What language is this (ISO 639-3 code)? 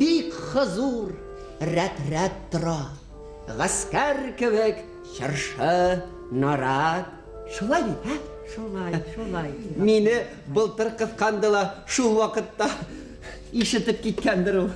bak